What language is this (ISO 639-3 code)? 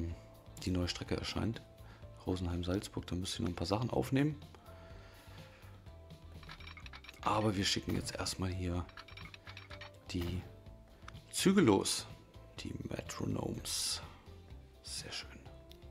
deu